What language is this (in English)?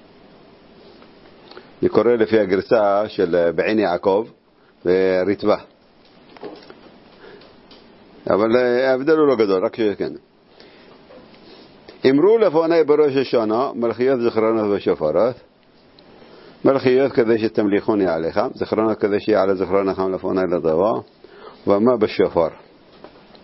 Hebrew